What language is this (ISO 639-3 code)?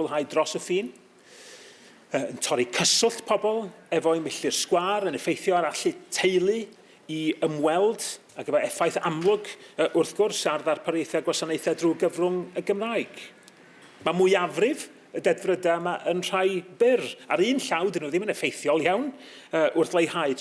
cym